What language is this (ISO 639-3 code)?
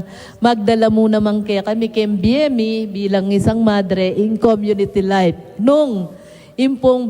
pam